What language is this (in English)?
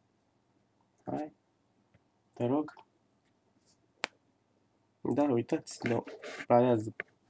Romanian